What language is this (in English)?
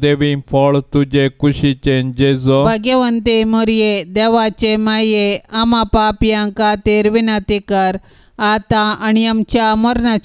Konkani